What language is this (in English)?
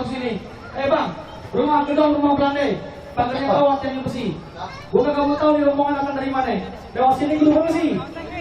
Betawi